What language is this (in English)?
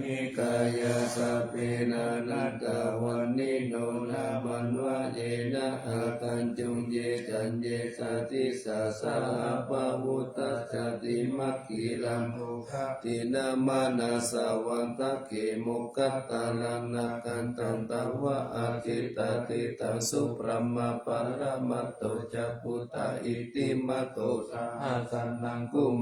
Pali